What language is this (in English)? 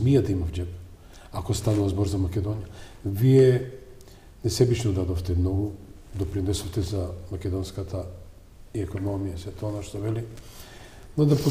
Macedonian